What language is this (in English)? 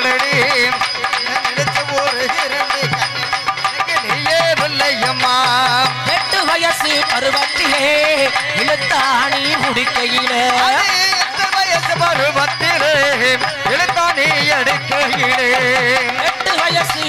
Tamil